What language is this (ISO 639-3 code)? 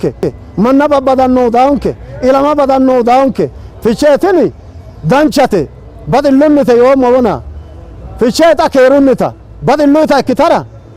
sid